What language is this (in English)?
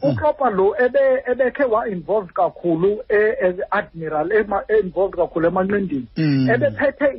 Xhosa